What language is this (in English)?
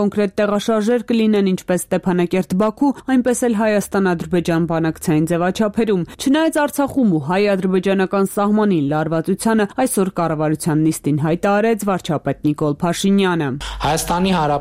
Armenian